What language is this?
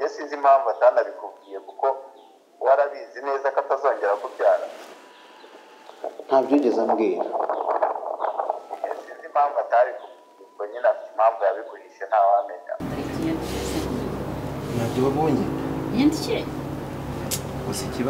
Kinyarwanda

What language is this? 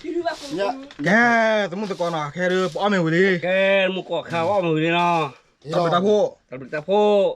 S'gaw Karen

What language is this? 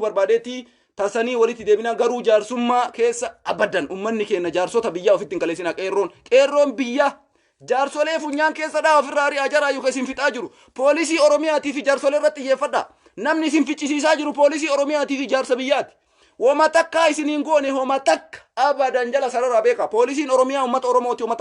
Oromo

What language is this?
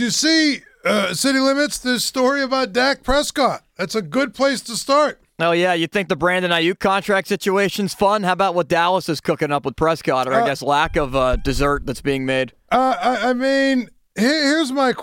English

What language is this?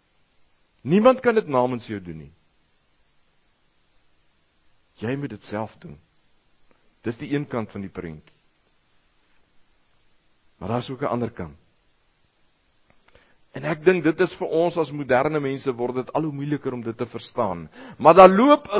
Afrikaans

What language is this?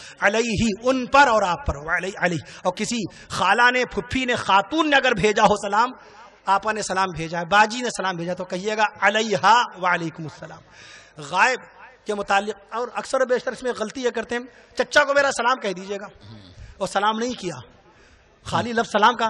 Urdu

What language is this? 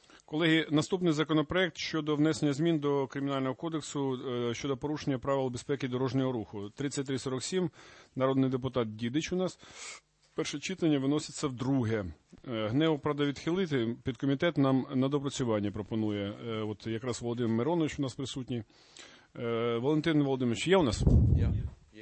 Ukrainian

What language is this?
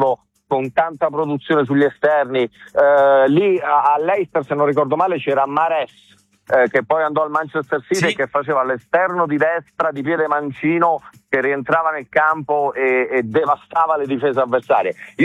Italian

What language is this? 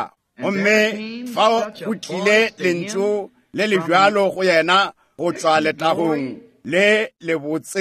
Northern Sotho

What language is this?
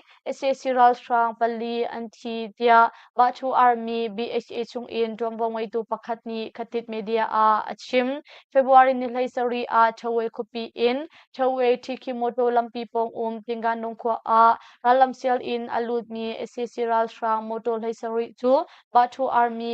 Hakha Chin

